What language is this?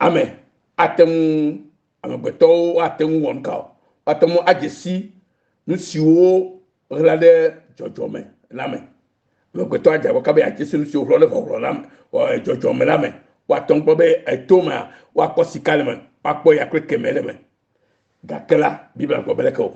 Ewe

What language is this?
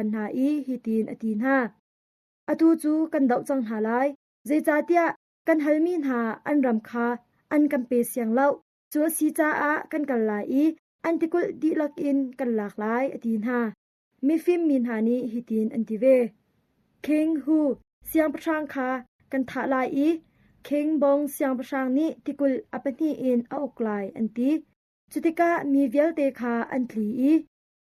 Hakha Chin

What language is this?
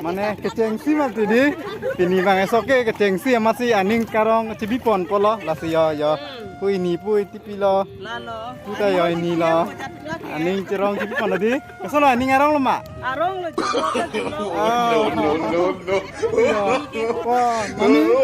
Karbi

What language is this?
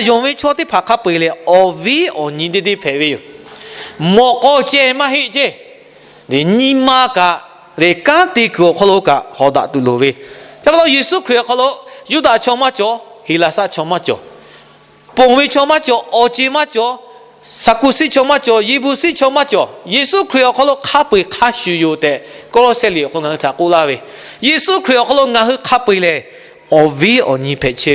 Lahu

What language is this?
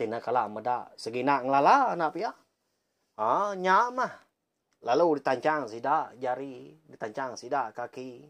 Iban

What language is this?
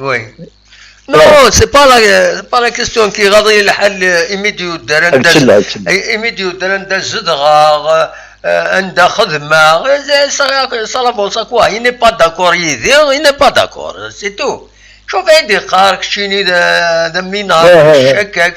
Kabyle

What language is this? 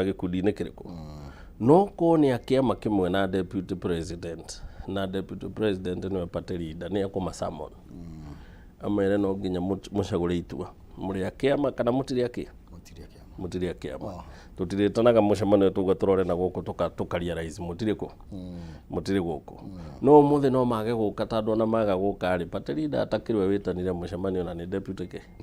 Kikuyu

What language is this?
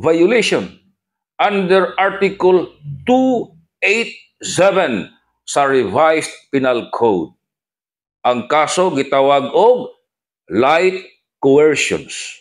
Cebuano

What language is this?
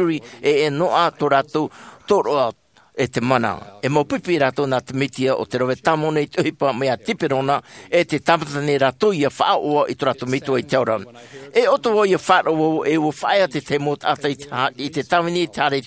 Tahitian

